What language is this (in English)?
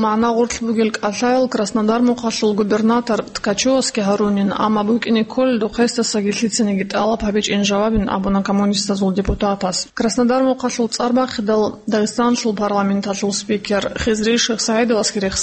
Avaric